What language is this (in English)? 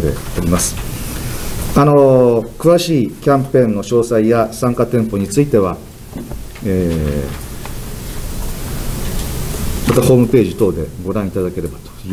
Japanese